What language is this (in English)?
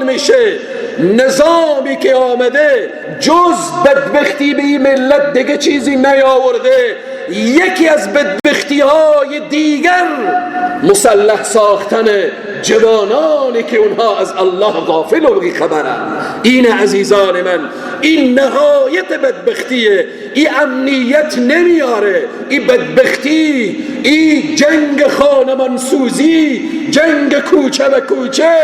Persian